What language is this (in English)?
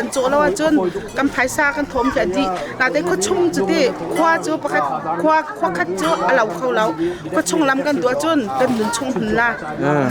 Hakha Chin